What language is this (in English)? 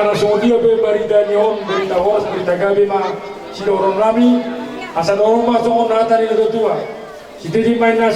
Batak Toba